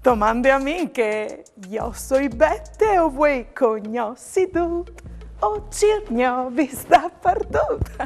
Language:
Friulian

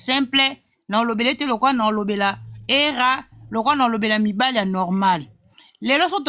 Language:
Lingala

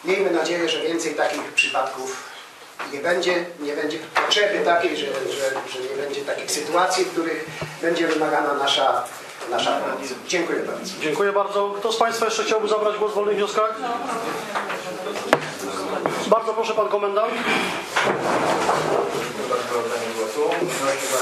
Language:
Polish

